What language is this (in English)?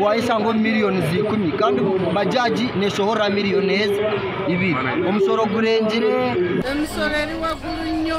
Nyankole